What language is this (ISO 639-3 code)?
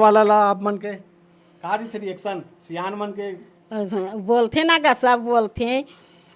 hne